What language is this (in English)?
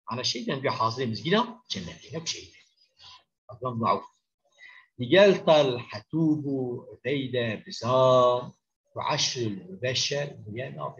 Kurdish